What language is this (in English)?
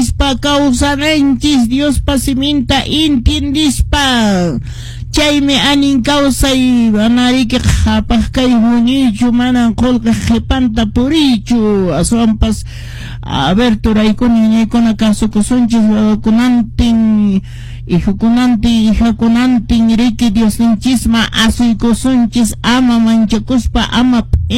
Quechua